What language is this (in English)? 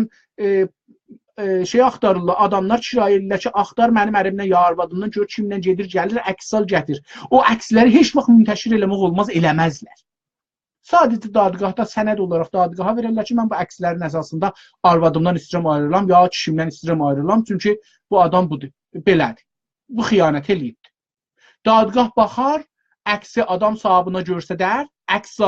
South Azerbaijani